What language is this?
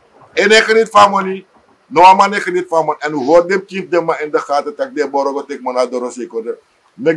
Sranan Tongo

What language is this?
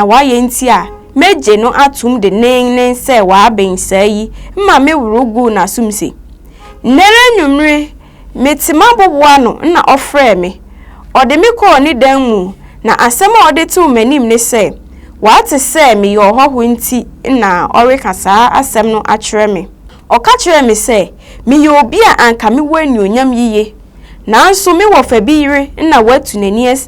Akan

